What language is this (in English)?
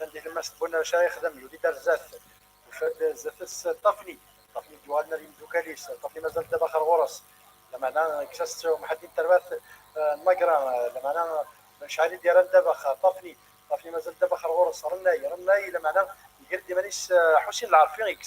Kabyle